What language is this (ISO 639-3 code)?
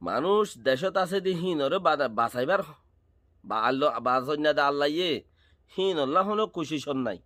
rhg